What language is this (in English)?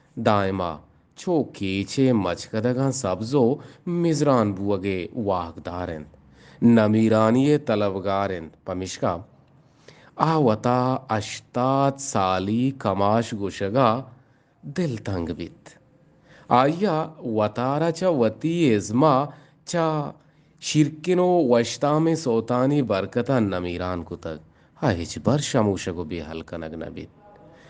Eastern Balochi